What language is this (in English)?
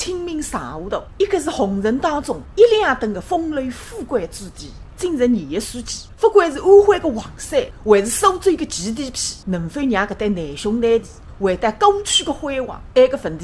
Wu Chinese